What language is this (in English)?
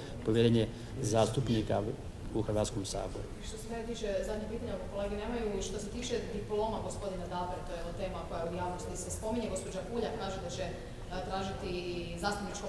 Croatian